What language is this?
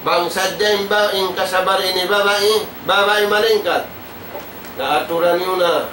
Tausug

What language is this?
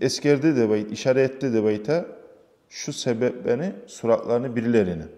Kumyk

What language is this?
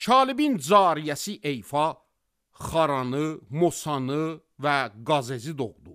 Azerbaijani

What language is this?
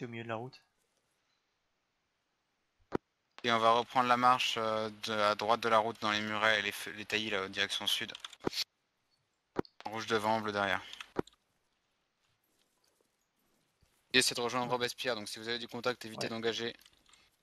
French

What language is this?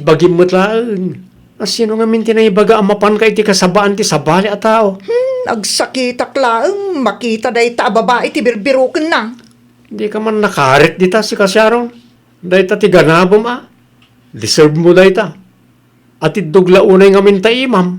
Iloko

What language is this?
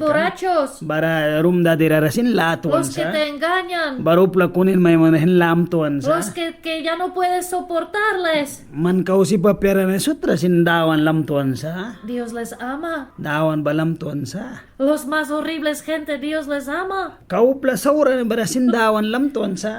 Mískito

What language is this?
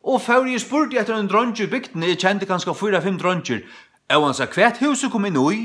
Faroese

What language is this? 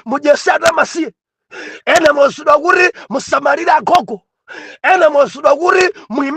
Nyanja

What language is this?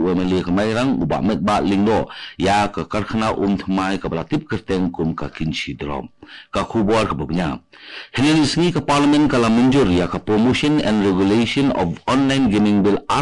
Khasi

